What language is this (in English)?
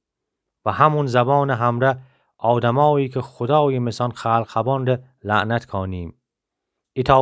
Gilaki